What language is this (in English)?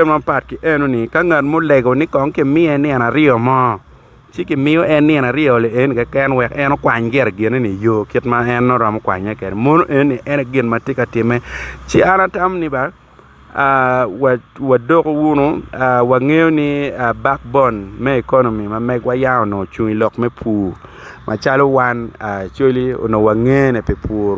Acoli